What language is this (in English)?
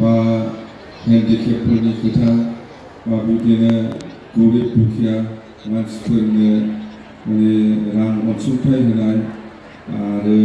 Bodo